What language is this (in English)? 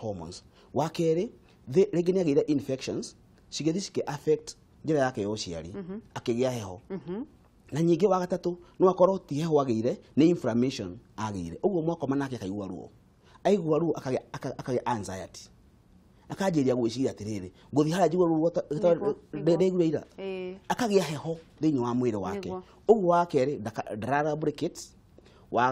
Kikuyu